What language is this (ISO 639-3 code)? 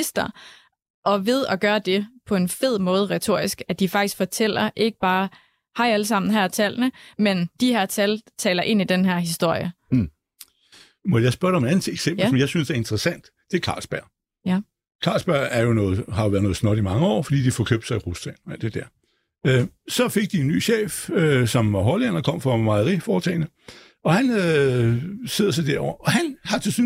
dan